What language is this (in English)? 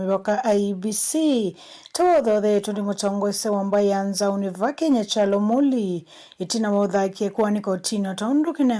Kamba